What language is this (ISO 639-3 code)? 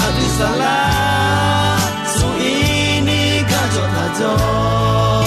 ahk